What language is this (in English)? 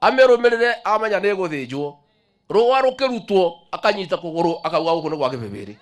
Kikuyu